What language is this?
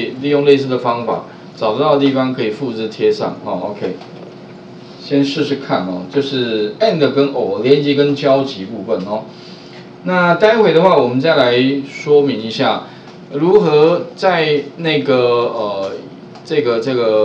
Chinese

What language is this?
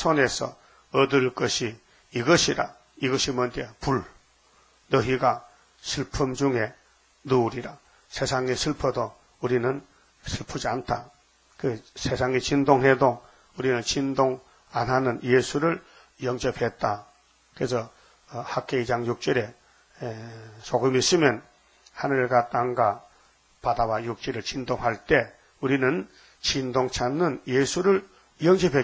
Korean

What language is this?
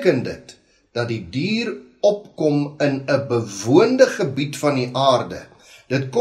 Afrikaans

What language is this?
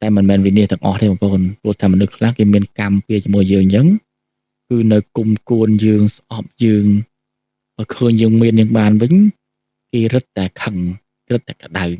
Khmer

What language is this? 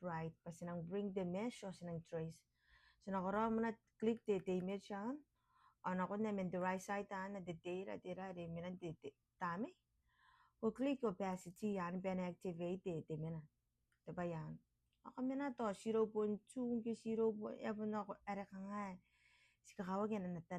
Gilbertese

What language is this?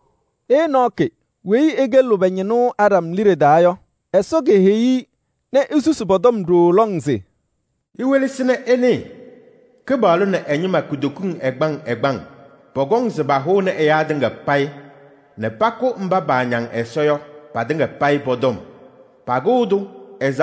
Kabiyè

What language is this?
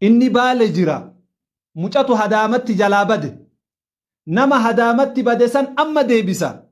Oromo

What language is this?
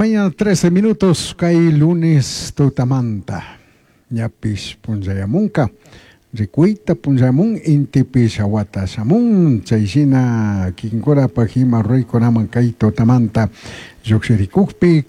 Chimborazo Highland Quichua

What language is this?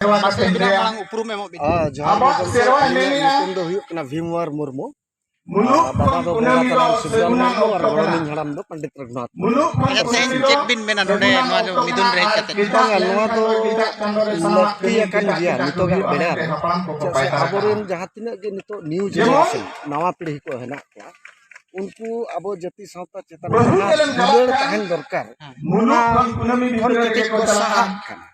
Santali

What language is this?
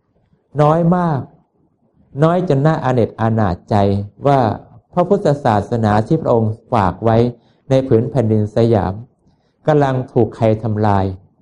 Thai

